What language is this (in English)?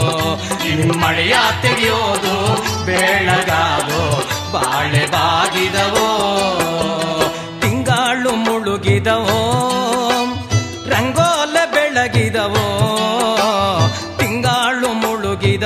Kannada